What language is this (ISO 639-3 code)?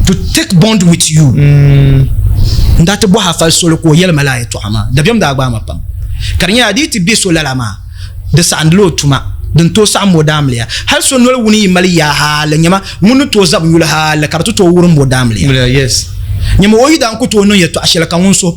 dag